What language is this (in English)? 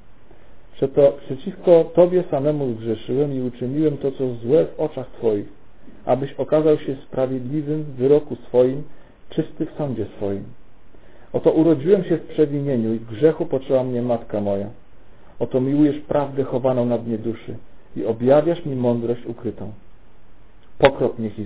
Polish